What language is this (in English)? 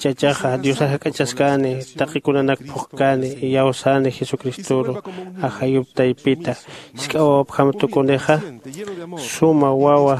Aymara